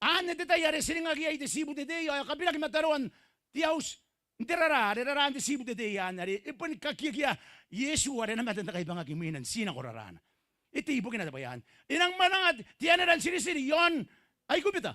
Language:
Gilbertese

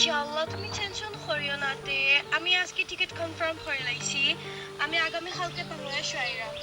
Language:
Sylheti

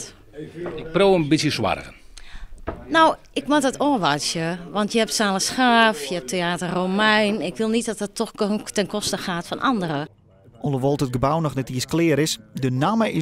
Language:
Western Frisian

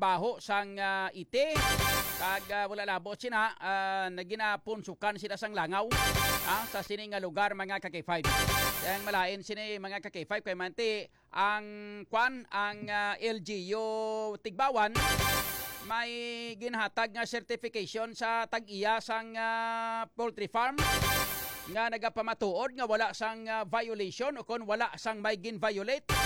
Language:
Hiligaynon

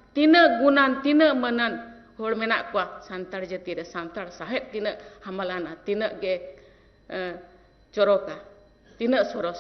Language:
Santali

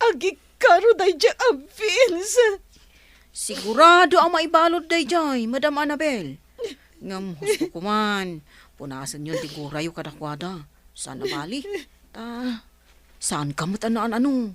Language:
Iloko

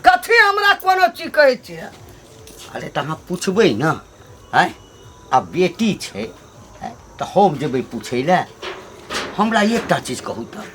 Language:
Maithili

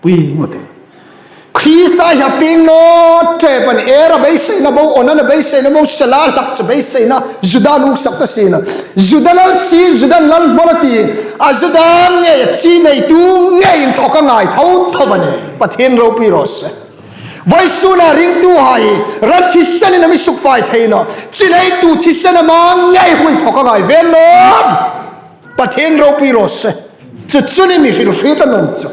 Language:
Hmar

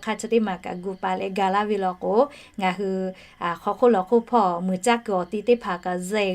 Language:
Lahu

